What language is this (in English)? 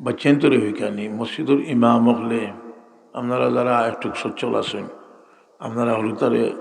Sylheti